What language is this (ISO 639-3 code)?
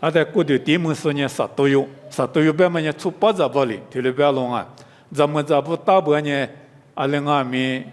lis